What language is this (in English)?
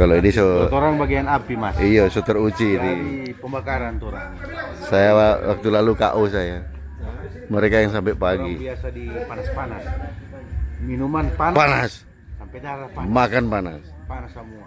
Manado Malay